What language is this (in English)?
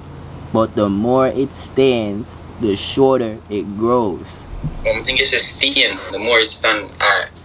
Jamaican Creole English